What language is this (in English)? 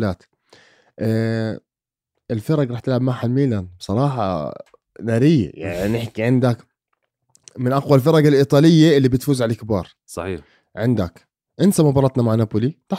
North Levantine Arabic